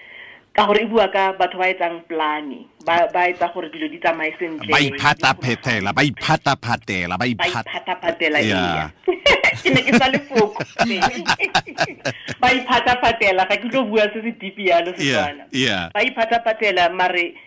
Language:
Tswana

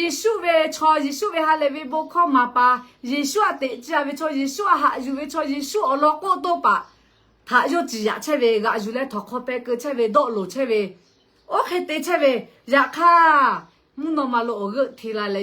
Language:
Lahu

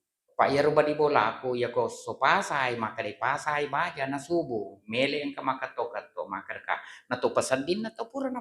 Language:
Buginese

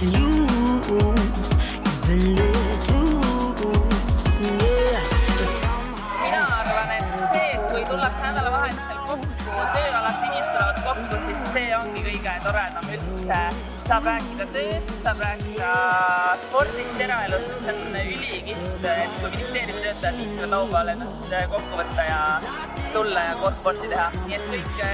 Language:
Estonian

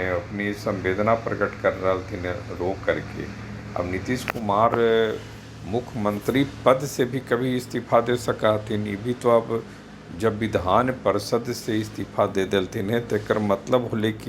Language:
Magahi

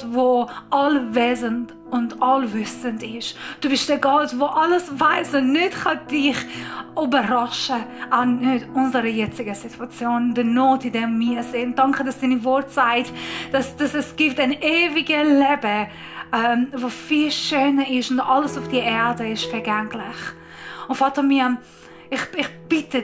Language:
Swiss German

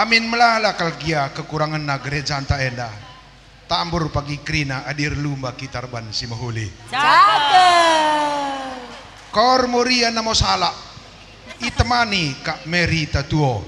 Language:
Batak Karo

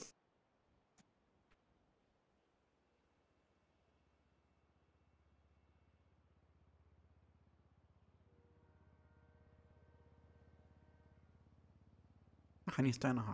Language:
German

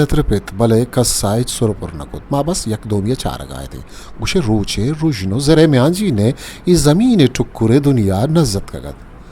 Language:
Eastern Balochi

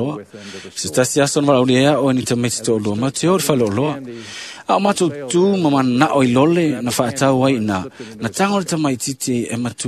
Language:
Samoan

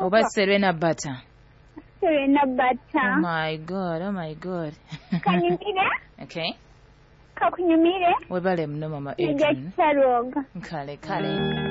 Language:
Nyoro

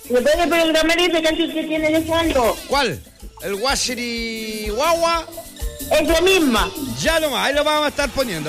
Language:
Spanish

